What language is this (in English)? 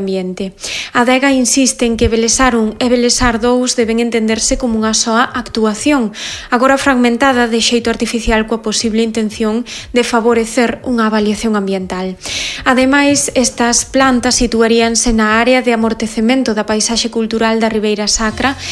Galician